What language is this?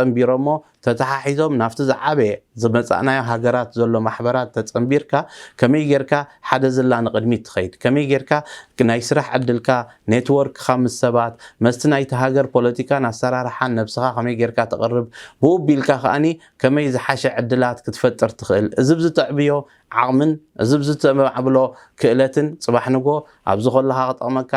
Tigrinya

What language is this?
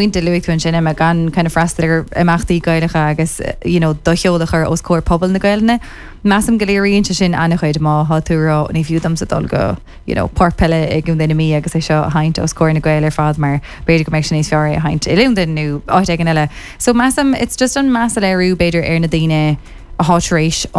Irish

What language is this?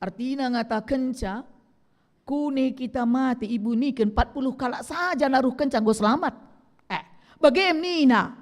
Batak Karo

